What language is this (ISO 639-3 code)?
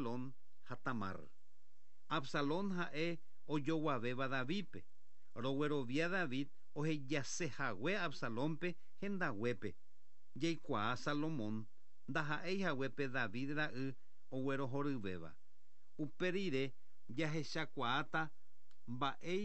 grn